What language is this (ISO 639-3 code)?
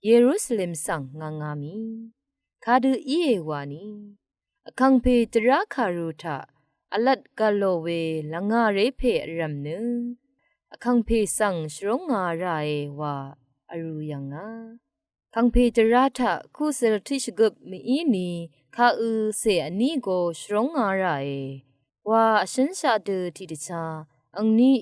raw